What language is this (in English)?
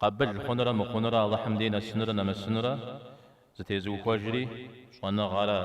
Kabardian